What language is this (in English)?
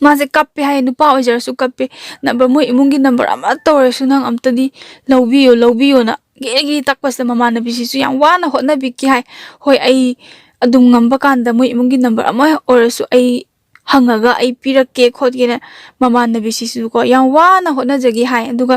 Manipuri